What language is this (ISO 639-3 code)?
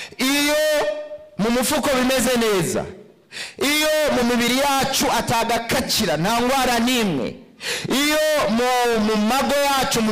run